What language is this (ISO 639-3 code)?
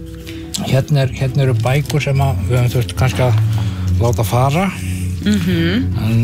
isl